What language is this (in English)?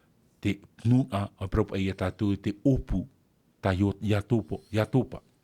Tahitian